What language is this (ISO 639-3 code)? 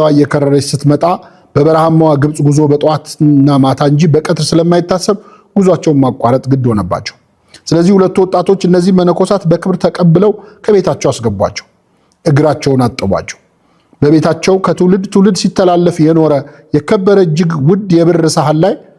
amh